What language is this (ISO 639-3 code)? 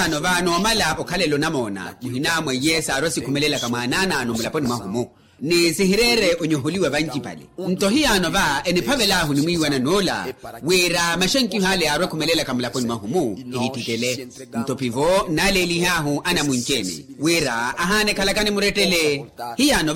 vmw